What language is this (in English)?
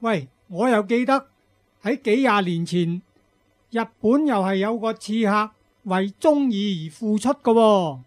Cantonese